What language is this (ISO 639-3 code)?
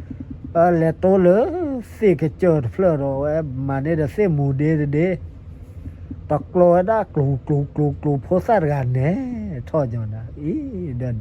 ksw